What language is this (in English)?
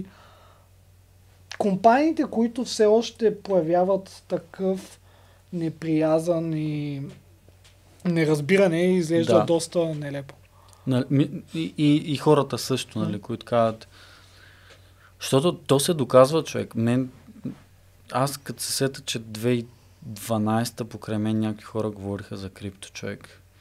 Bulgarian